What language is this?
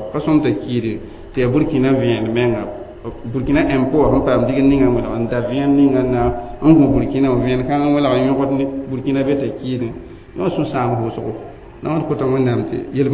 Mossi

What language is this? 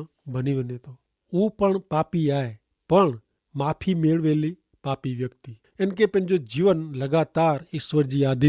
Kachhi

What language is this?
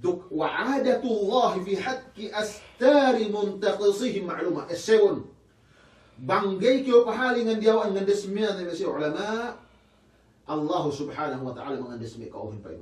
Yakan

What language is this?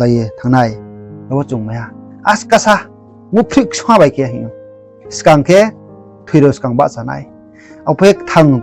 Riang (India)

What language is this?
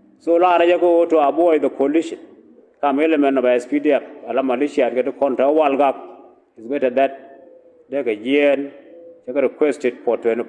Nuer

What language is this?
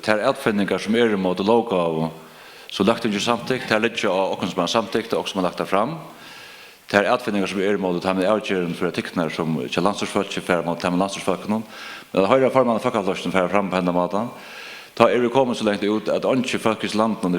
Faroese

